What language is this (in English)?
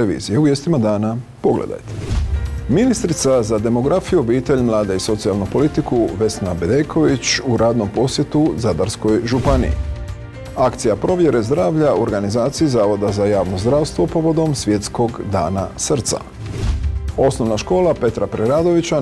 Croatian